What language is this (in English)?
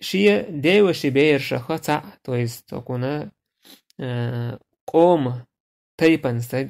Chechen